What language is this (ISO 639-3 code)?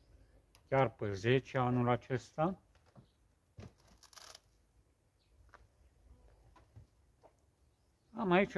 ron